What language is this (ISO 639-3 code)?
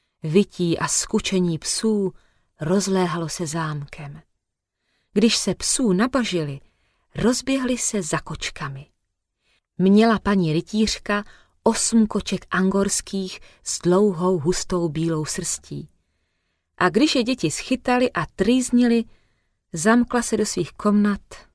ces